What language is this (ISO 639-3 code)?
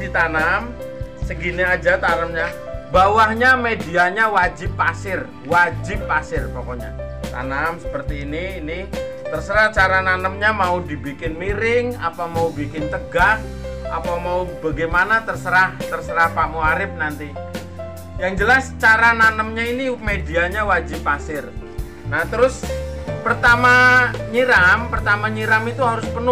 ind